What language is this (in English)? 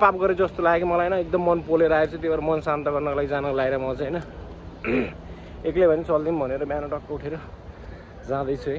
Nepali